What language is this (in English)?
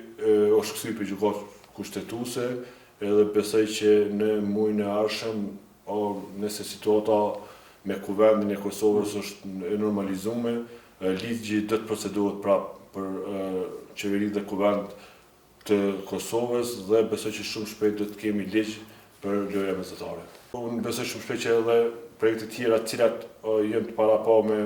Albanian